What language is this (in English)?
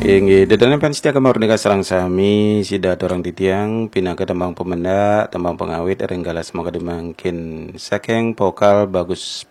Balinese